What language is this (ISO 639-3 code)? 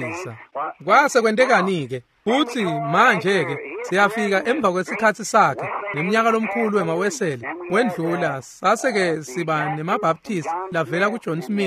ssw